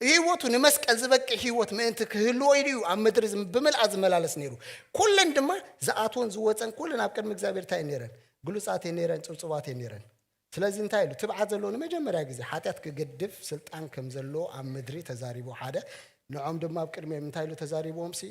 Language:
Tigrinya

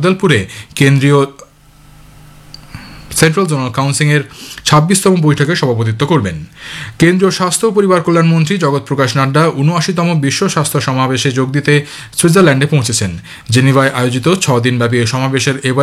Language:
Bangla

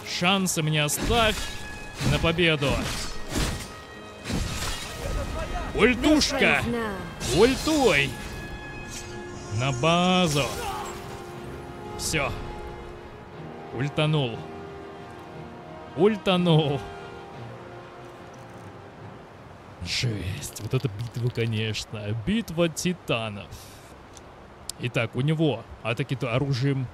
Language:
Russian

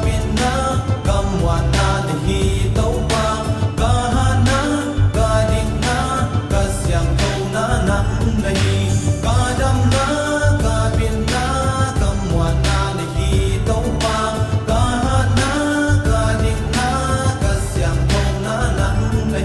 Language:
Paite Chin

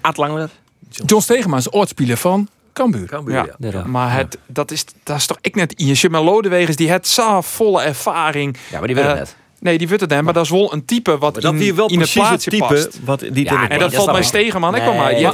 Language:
Western Frisian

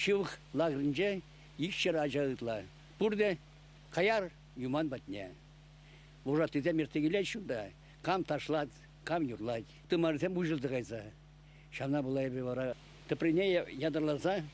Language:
Chuvash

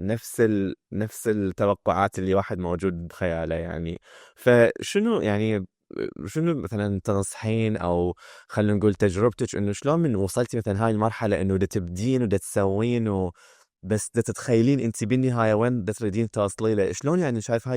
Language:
Mesopotamian Arabic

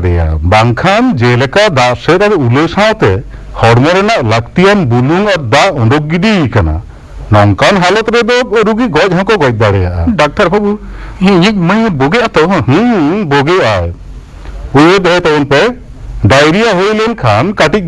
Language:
Santali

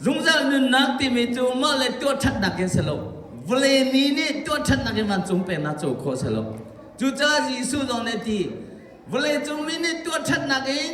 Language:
Hakha Chin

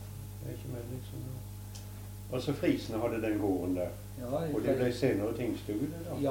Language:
Norwegian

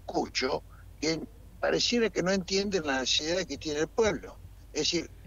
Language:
Spanish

